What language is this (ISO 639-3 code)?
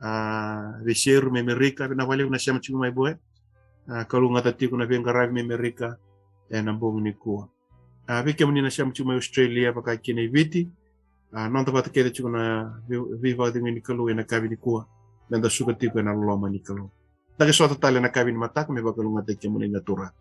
fij